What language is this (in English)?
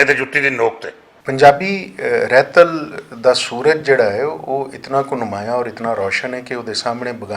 Western Panjabi